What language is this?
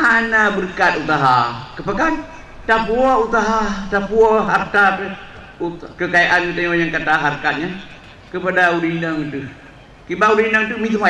Achinese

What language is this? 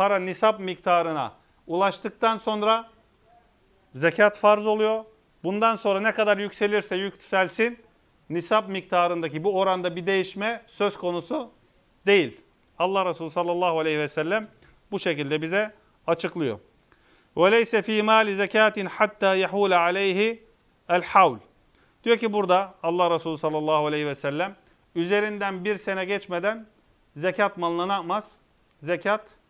Turkish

